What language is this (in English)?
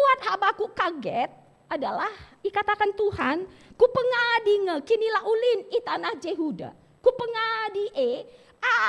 Batak Karo